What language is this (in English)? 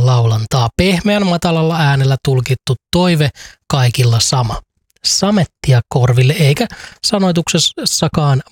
Finnish